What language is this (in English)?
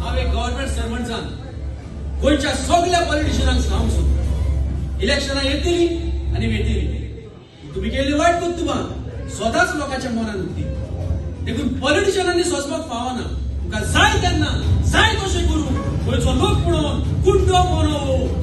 Konkani